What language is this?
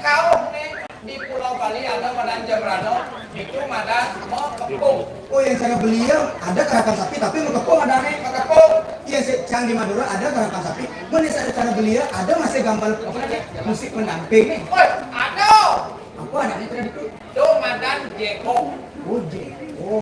Balinese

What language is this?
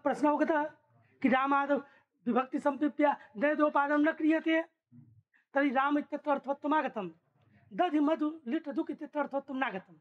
Sanskrit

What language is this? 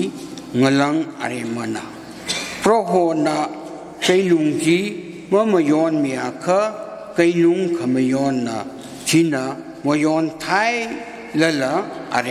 Tangkhul Naga (India)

